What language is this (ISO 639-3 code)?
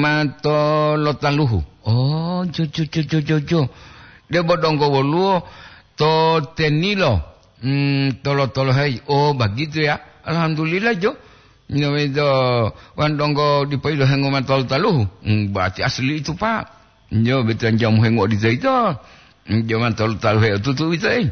gor